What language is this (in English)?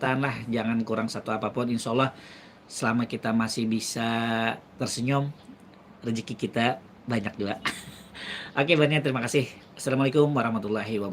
Banjar